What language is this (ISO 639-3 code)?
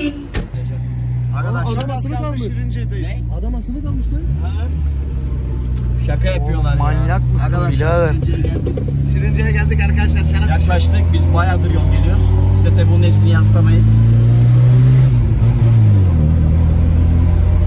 tur